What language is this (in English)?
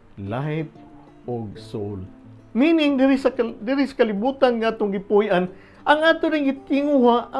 Cebuano